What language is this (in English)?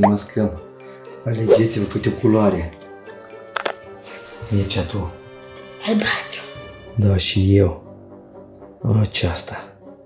Romanian